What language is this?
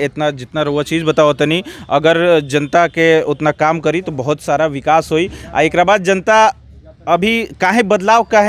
Bhojpuri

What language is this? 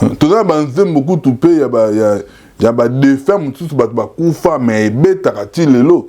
Lingala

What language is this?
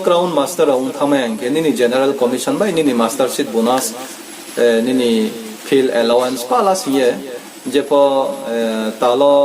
Riang (India)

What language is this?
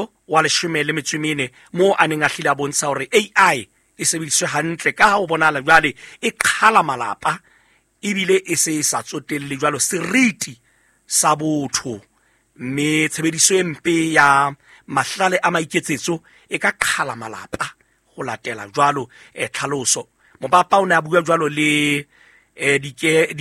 Southern Sotho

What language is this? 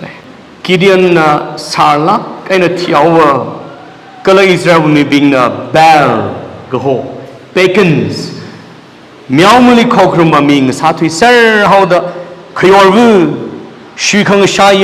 Tangkhul Naga (India)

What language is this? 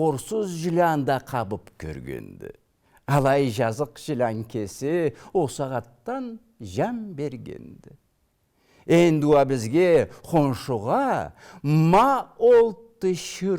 Karachay-Balkar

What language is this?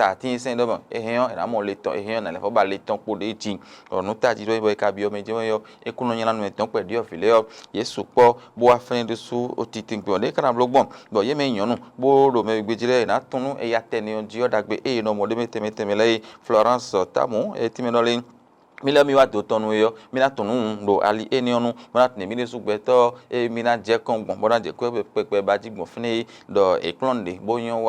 Fon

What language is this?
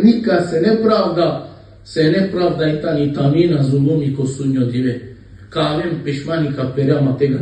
Balkan Romani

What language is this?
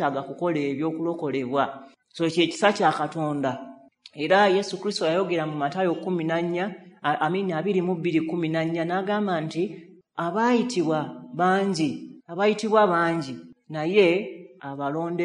Ganda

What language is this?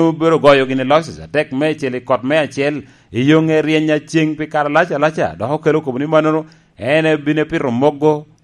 Lango (Uganda)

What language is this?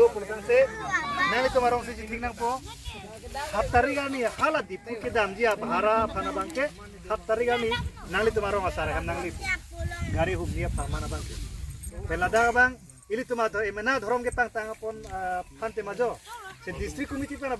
Karbi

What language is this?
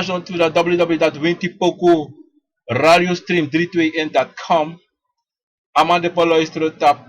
Sranan Tongo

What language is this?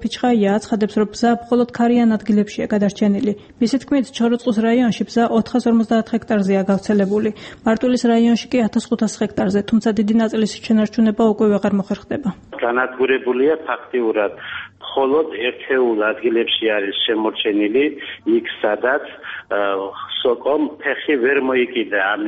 Georgian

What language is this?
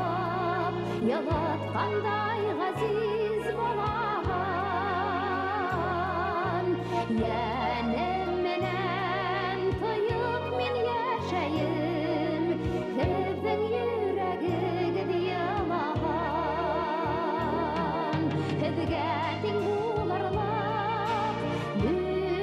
Bashkir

